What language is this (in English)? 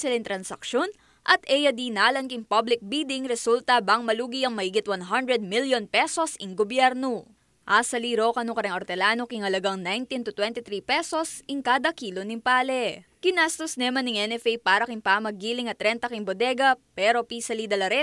Pampanga